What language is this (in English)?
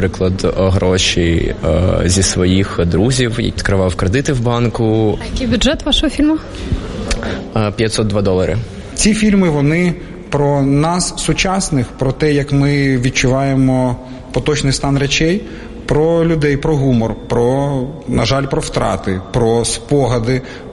Ukrainian